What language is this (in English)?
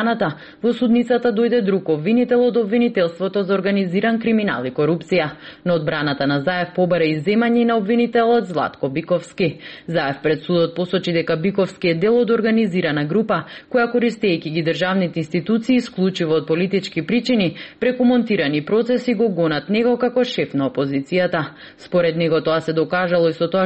Macedonian